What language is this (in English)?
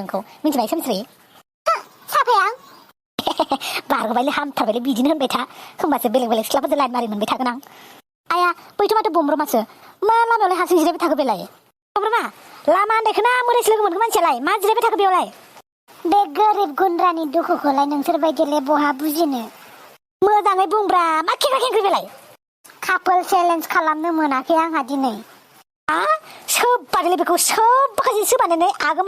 Bodo